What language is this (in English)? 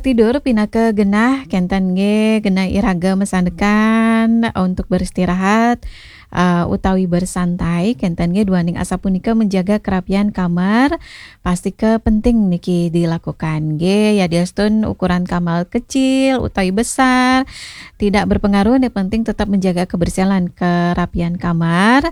Balinese